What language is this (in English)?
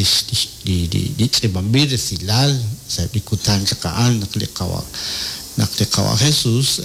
Kekchí